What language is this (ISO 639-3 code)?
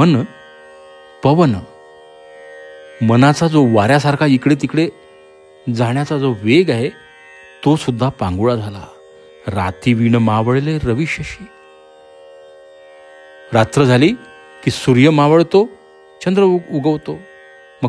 mar